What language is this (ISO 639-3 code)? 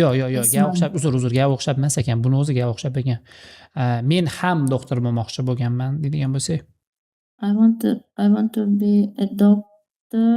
uzb